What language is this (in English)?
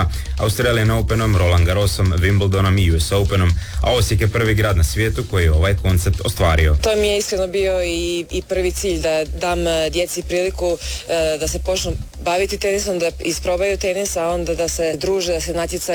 Croatian